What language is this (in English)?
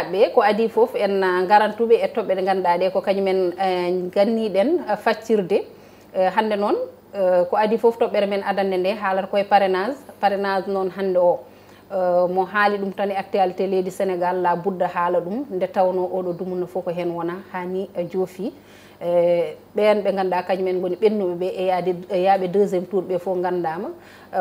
Fula